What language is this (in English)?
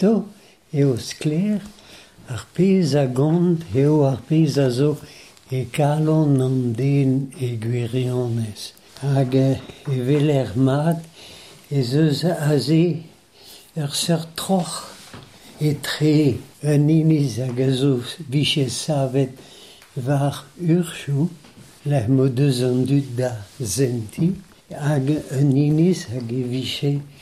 Breton